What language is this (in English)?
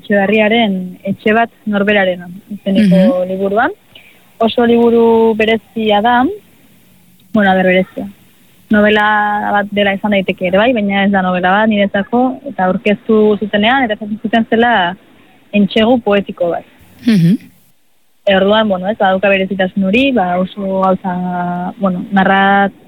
Basque